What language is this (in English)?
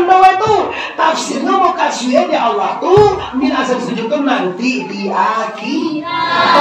Minangkabau